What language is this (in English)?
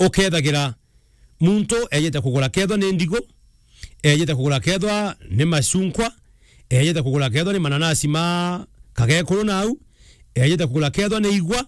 Meru